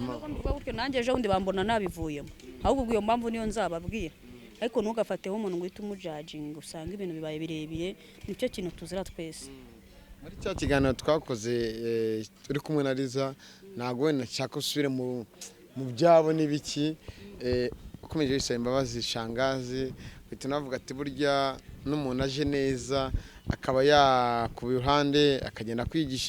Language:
Kinyarwanda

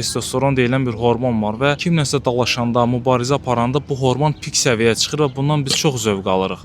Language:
Azerbaijani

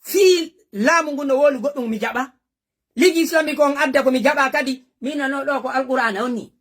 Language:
Fula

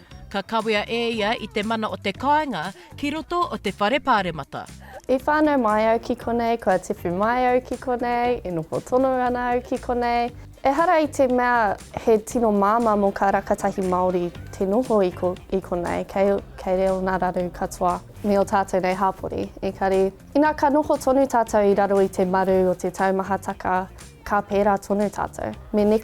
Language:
Māori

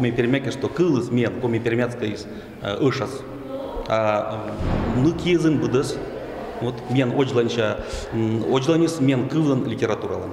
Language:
Komi-Permyak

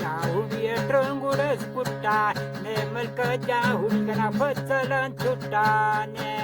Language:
Brahui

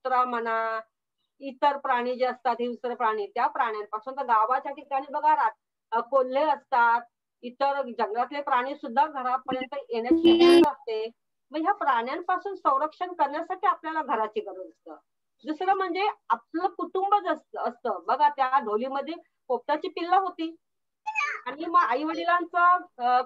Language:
Marathi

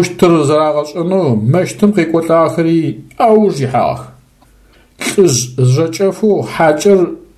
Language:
Adyghe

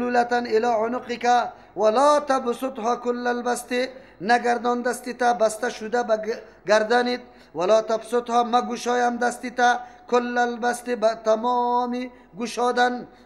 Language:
Persian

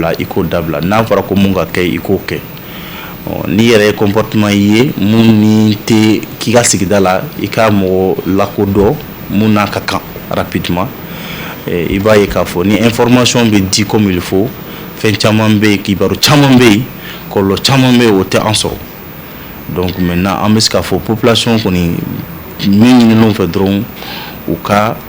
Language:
Bambara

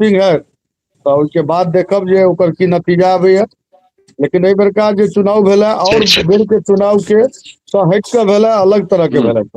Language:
Maithili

